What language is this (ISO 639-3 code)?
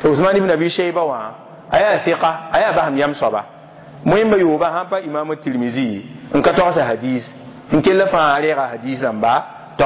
mos